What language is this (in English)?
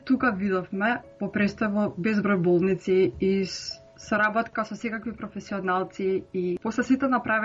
Macedonian